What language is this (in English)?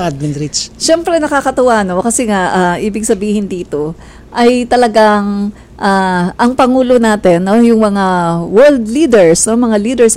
Filipino